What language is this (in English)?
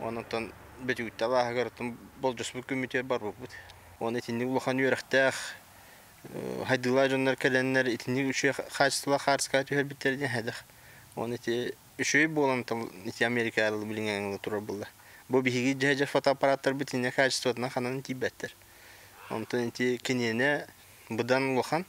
Yakut